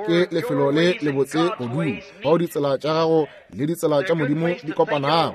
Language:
Northern Sotho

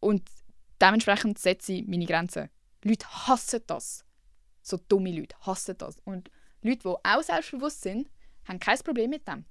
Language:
Swiss German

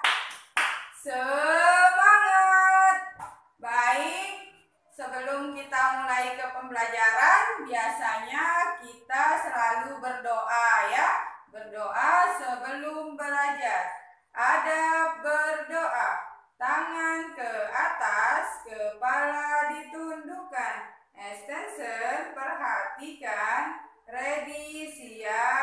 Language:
Indonesian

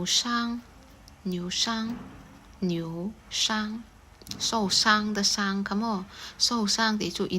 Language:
Mizo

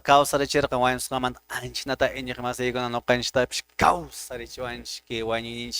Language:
Quechua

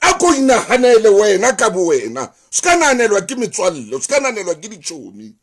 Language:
Southern Sotho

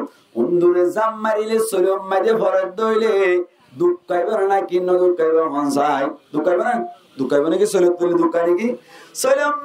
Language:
Rohingya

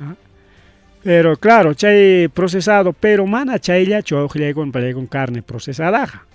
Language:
Ayacucho Quechua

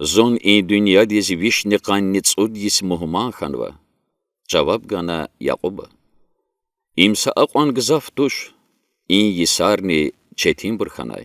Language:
Lezghian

